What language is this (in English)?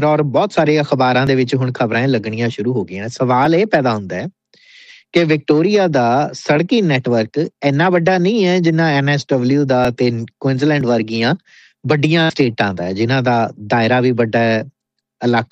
Punjabi